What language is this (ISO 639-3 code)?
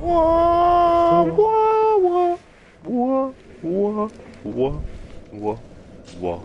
gsw